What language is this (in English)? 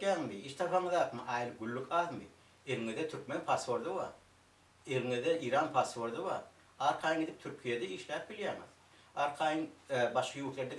Turkmen